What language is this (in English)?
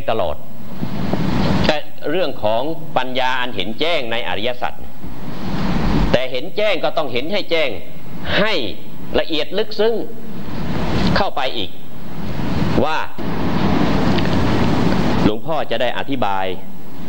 Thai